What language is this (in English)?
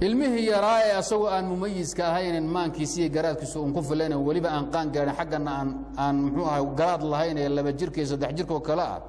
Somali